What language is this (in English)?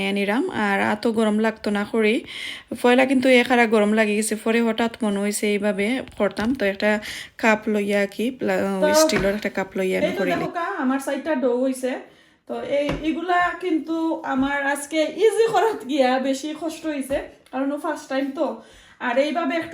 Sylheti